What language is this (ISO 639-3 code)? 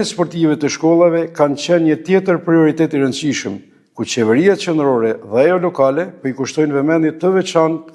sqi